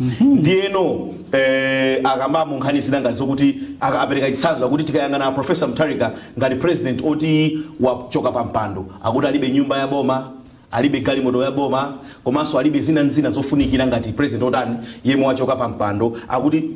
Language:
Nyanja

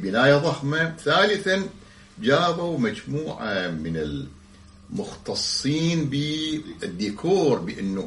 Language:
Arabic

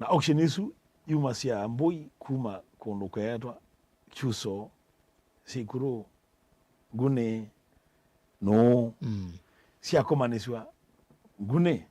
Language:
Kamba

